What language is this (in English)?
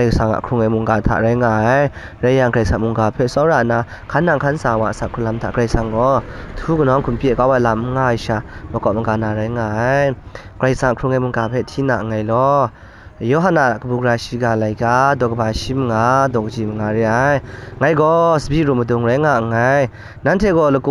Kachin